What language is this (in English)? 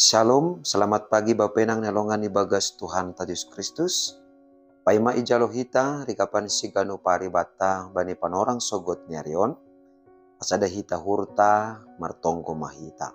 Batak Simalungun